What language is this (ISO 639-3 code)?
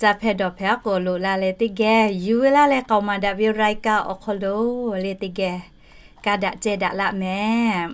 lhu